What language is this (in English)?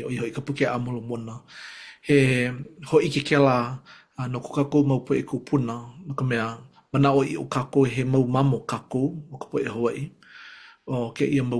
Hawaiian